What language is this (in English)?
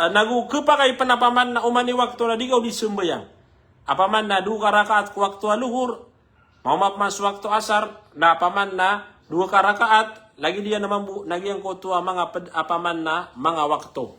Maranao